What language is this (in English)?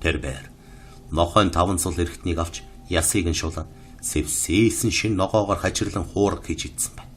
Mongolian